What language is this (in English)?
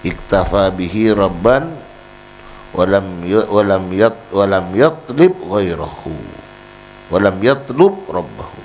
Madurese